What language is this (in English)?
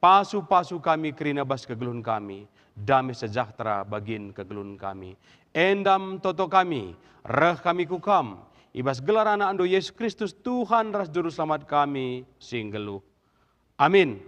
Batak Karo